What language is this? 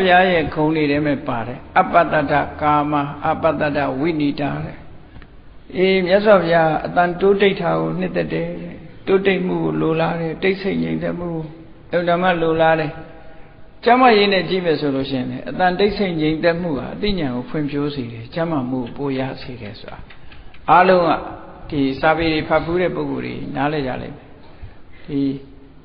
Burmese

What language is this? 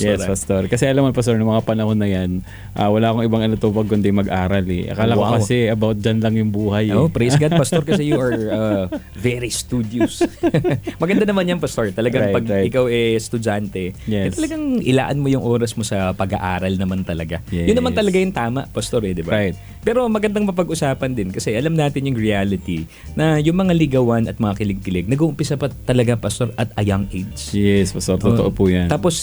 Filipino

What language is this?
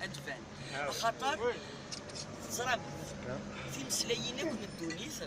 Kabyle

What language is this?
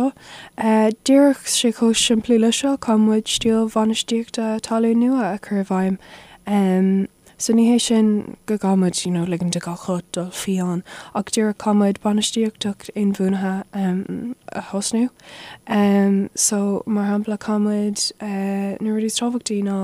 Irish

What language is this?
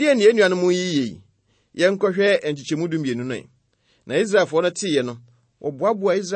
Akan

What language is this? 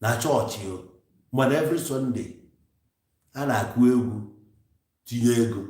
Igbo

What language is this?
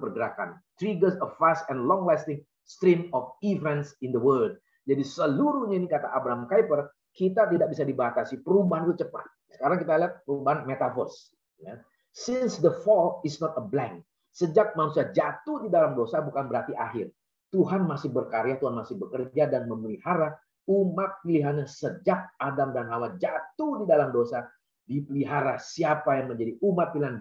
Indonesian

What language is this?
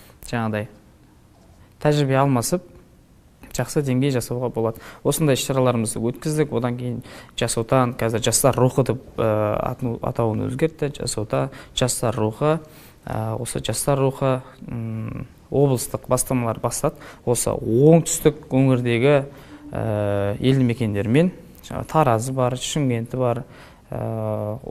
Kazakh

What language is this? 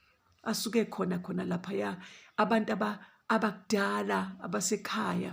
Zulu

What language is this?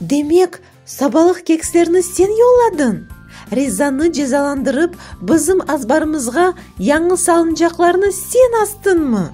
Crimean Tatar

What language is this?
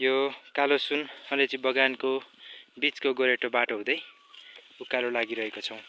Nepali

